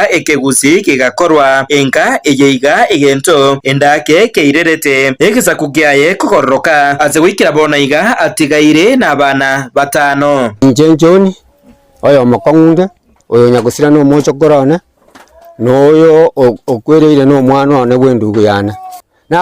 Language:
Gusii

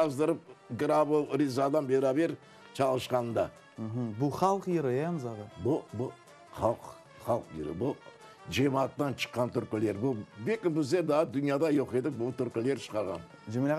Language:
Crimean Tatar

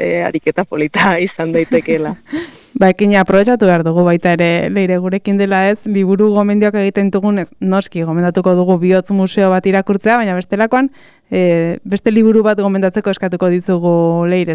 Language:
Basque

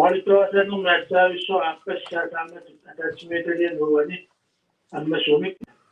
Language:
Kalaallisut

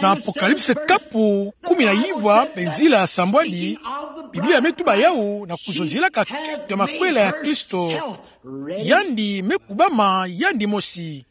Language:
Kituba (Democratic Republic of Congo)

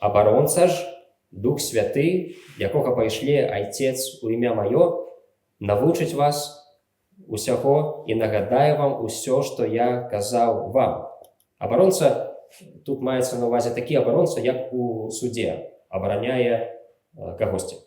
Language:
Belarusian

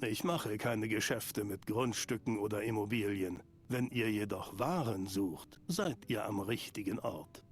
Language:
Swiss German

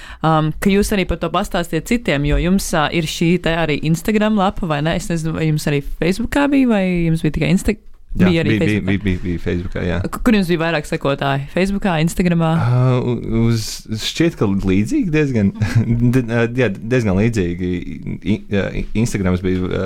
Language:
Latvian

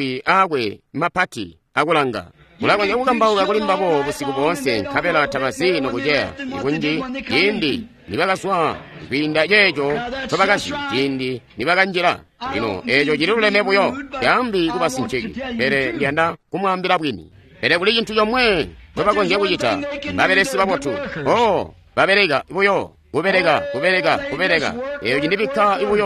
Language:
Tonga (Zambia)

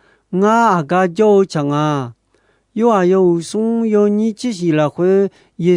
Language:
Akha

